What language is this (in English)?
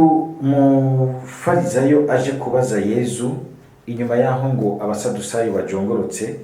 Rundi